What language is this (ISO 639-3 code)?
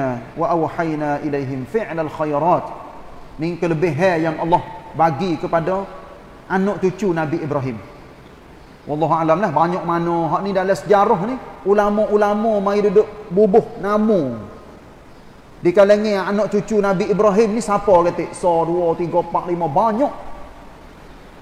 msa